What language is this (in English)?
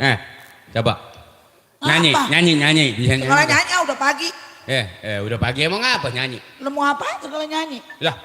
Betawi